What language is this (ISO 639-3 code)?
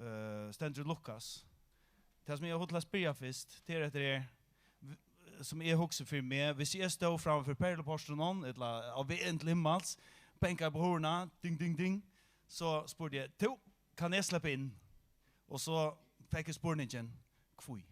fao